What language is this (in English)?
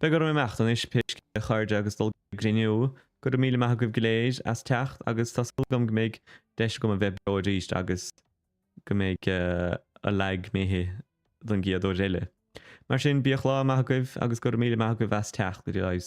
Irish